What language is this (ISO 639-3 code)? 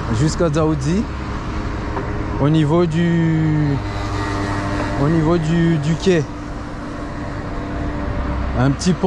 fra